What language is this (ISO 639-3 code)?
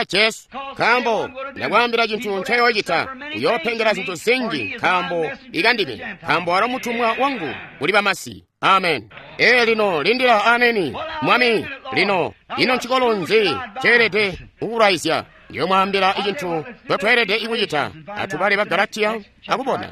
toi